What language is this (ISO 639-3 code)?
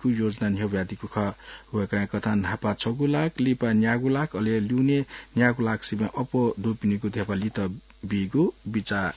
new